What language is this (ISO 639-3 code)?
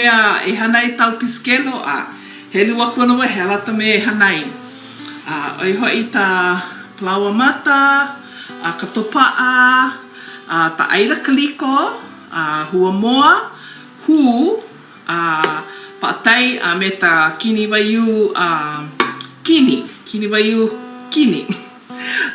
haw